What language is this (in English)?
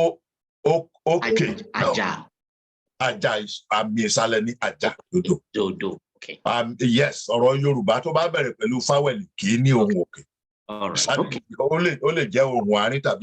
Yoruba